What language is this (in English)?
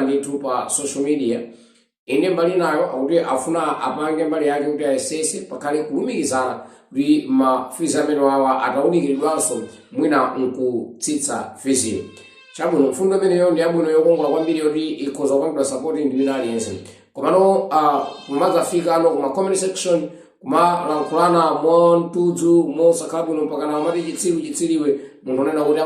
Nyanja